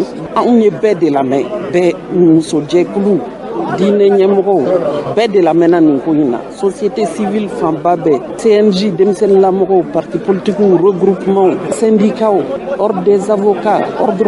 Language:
Bambara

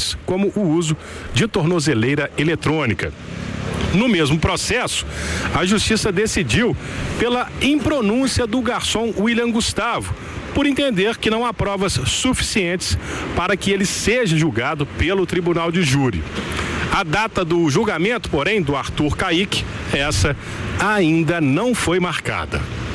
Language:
Portuguese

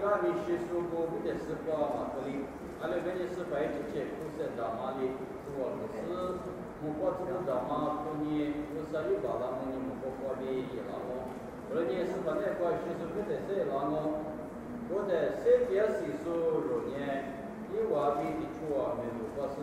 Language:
Lisu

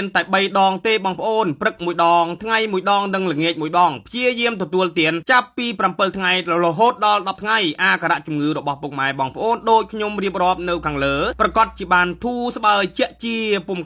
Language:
Khmer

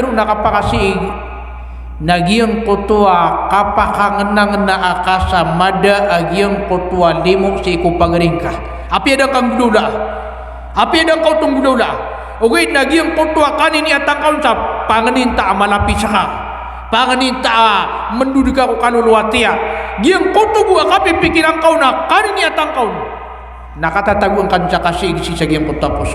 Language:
Maranao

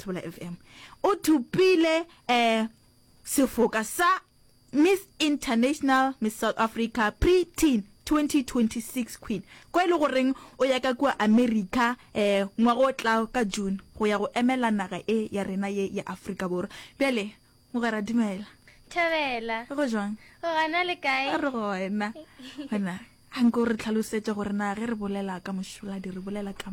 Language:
Northern Sotho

